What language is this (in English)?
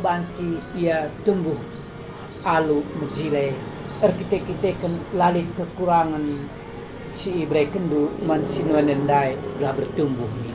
Batak Karo